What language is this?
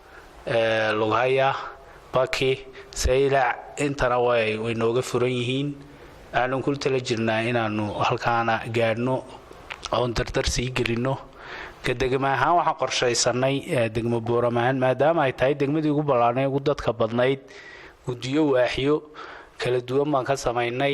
Somali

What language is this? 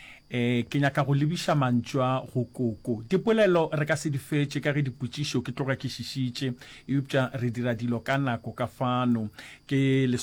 Northern Sotho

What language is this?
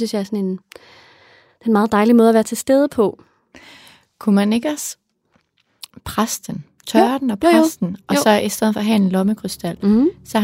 Danish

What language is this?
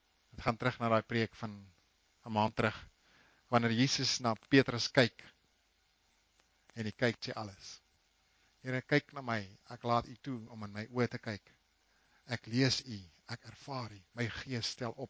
Afrikaans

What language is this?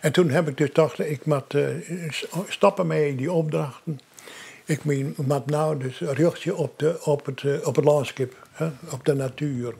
Western Frisian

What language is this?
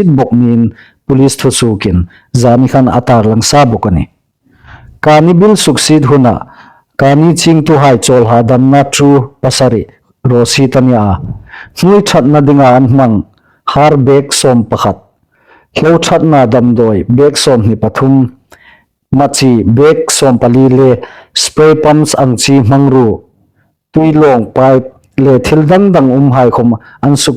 Hmar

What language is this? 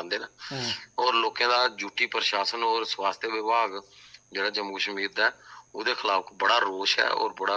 Dogri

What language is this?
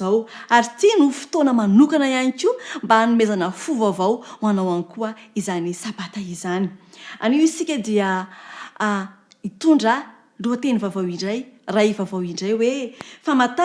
Malagasy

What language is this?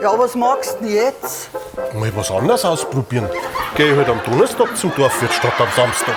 Bavarian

